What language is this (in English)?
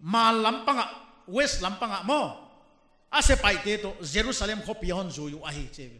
Paite Chin